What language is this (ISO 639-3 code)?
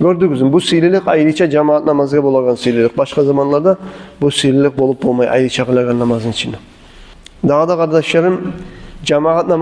kum